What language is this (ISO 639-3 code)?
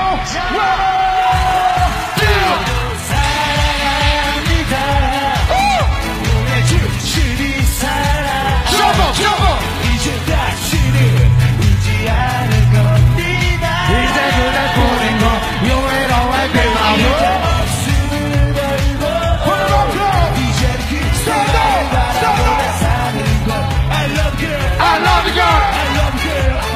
kor